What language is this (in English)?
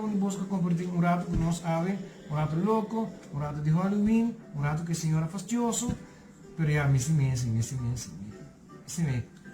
Papiamento